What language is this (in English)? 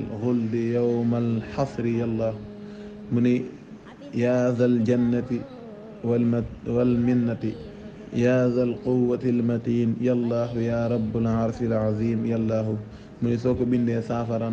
Wolof